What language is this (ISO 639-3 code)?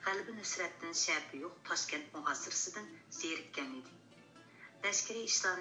uig